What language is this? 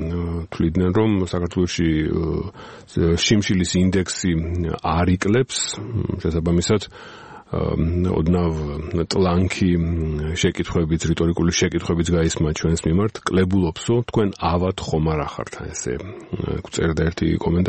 Georgian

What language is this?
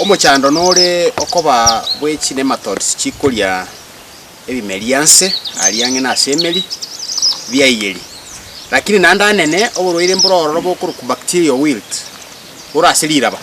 Gusii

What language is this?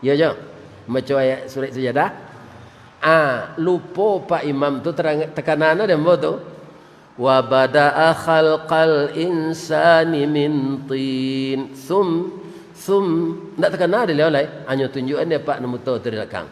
Minangkabau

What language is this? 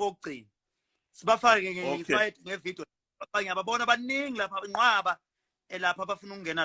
Zulu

